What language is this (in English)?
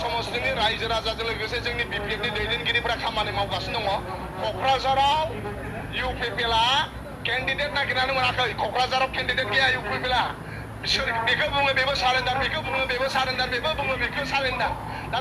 Bodo